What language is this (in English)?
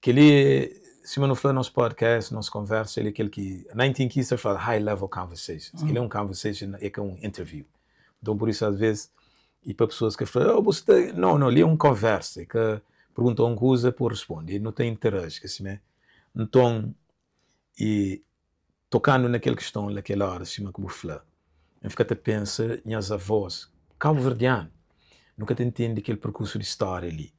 Kabuverdianu